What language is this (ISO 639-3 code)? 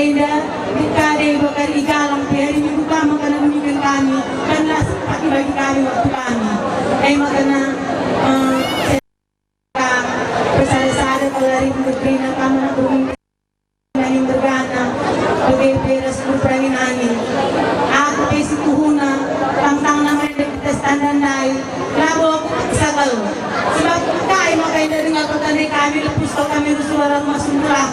btx